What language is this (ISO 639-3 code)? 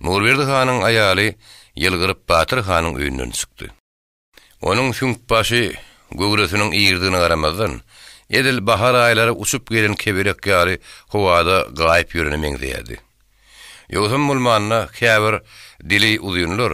tuk